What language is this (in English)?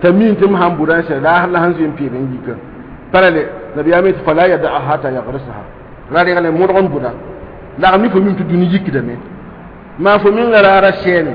Mossi